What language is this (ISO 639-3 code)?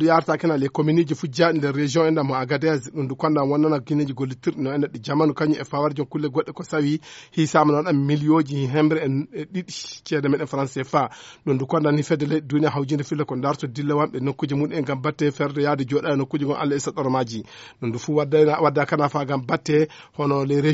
ful